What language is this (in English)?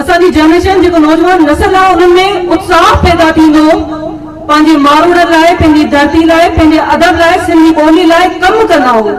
Sindhi